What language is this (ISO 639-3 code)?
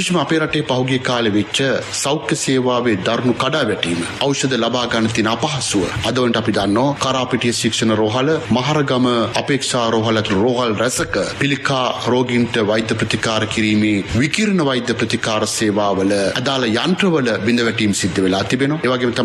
sin